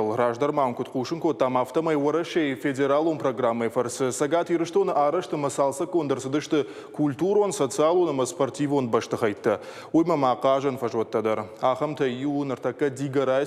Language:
Ossetic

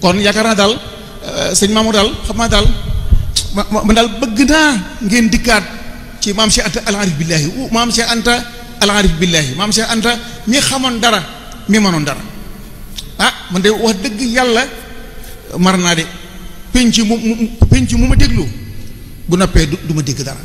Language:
Wolof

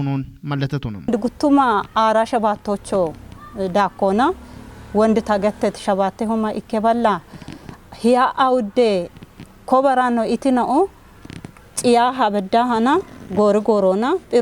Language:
Kafa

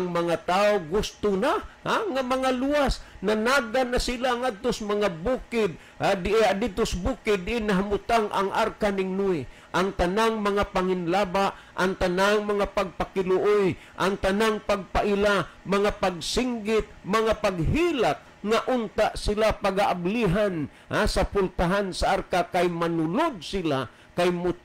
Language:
Cebuano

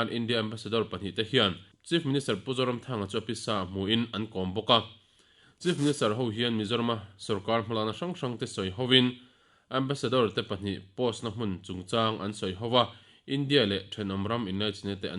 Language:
Mizo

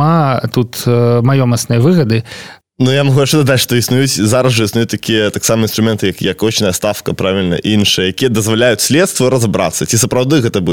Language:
Belarusian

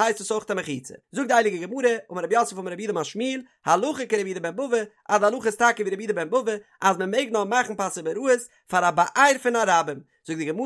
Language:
Yiddish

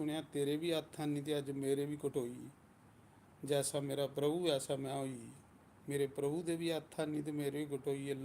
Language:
Dogri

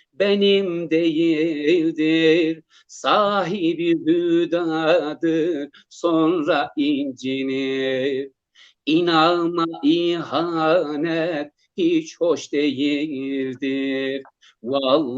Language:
Zaza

